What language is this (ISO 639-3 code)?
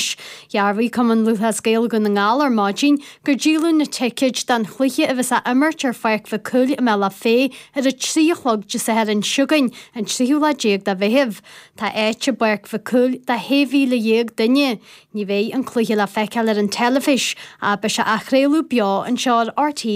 gle